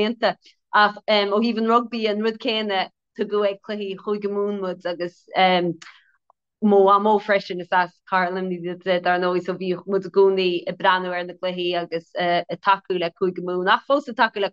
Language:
Irish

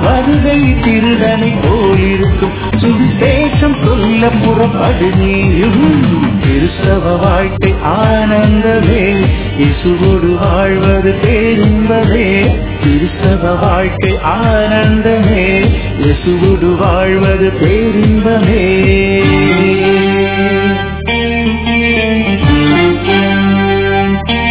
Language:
Tamil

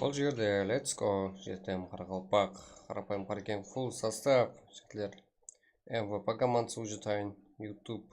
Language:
Kara-Kalpak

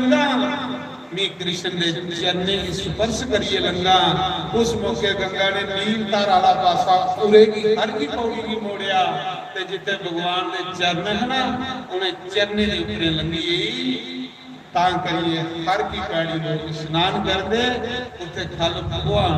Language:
Dogri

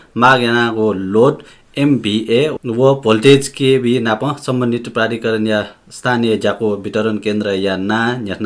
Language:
Newari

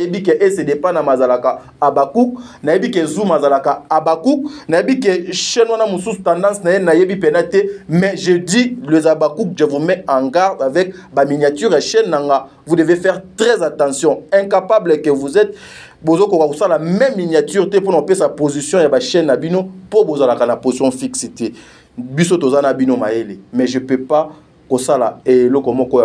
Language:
Lingala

